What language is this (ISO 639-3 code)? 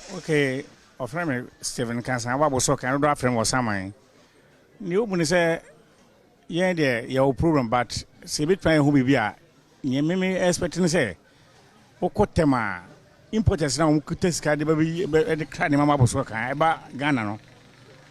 aka